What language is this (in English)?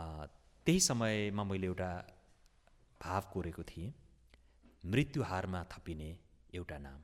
Nepali